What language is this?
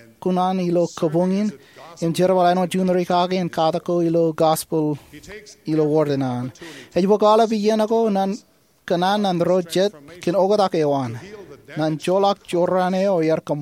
Marshallese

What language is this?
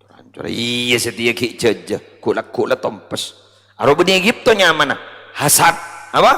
Madurese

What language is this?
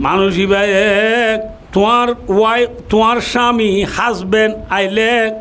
Rohingya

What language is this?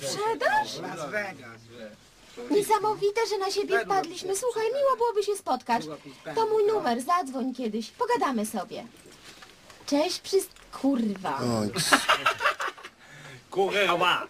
Polish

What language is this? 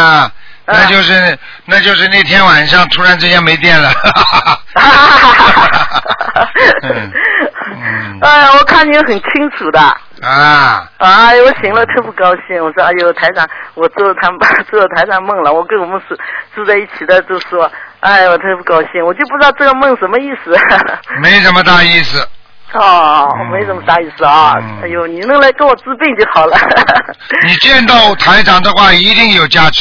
Chinese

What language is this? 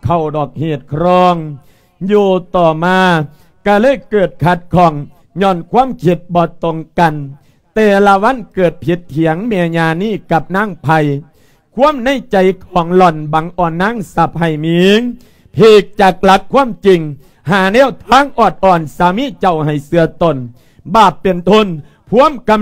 Lao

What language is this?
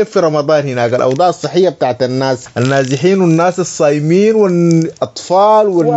Sudanese Arabic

